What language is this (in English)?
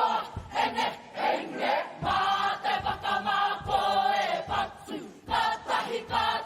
Māori